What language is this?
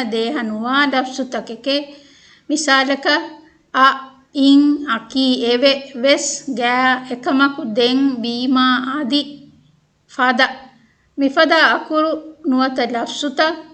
Divehi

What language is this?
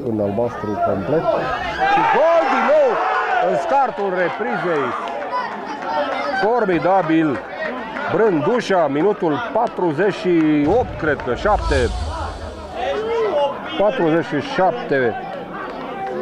Romanian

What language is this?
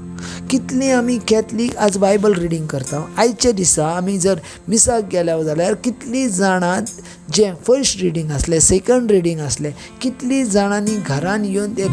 Konkani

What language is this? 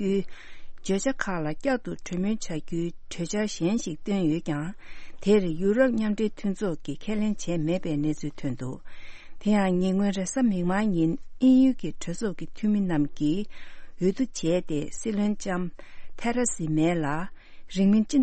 Tibetan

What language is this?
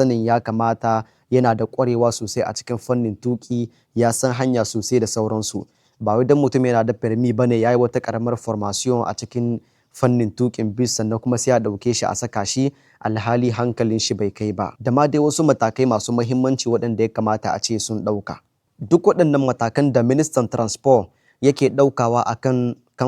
Hausa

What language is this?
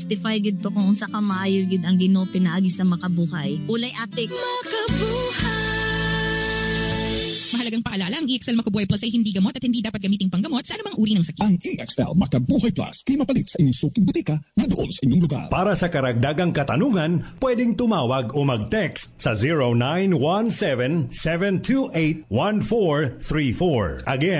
Cebuano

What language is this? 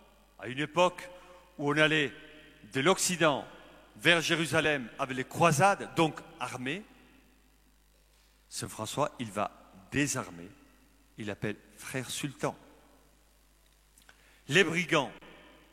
French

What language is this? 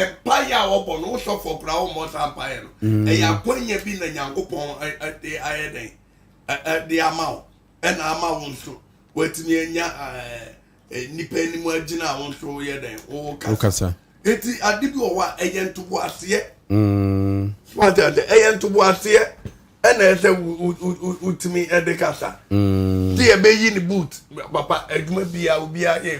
Akan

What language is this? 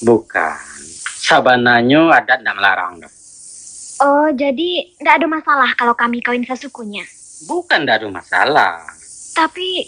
Minangkabau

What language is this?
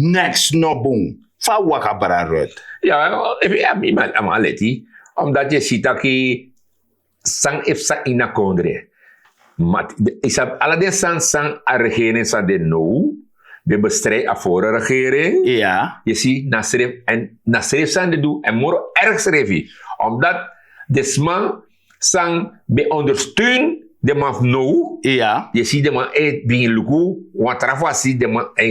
Sranan Tongo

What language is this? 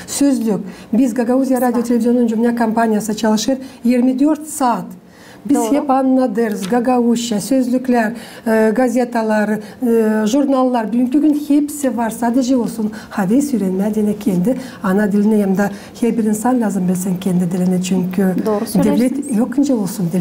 Gagauz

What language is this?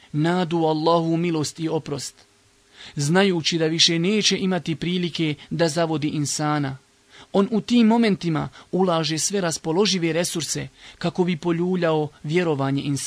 Bosnian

